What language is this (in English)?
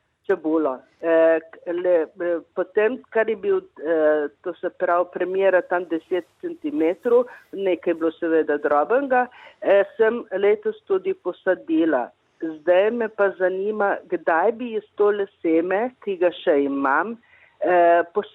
Slovenian